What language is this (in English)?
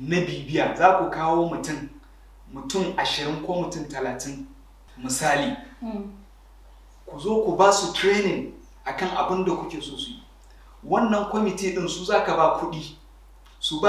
Hausa